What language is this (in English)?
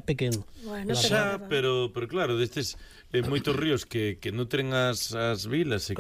Galician